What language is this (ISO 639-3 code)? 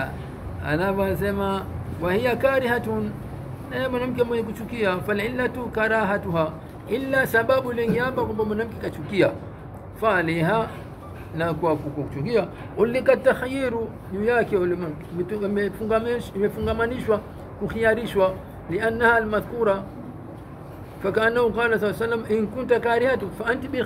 swa